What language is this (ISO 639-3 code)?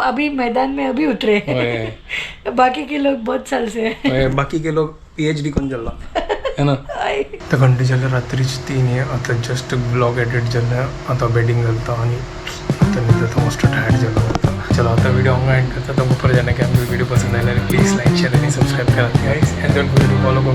kok